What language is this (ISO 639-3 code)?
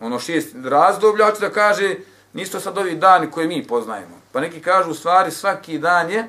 bos